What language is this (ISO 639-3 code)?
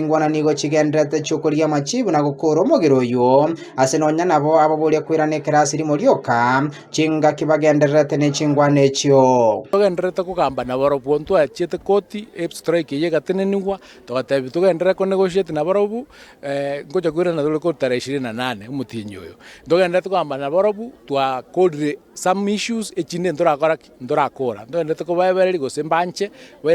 guz